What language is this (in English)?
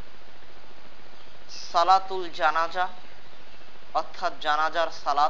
Bangla